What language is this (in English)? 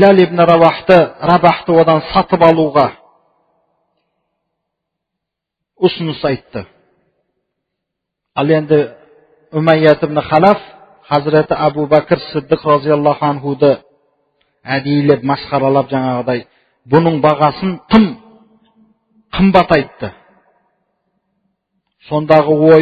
Kazakh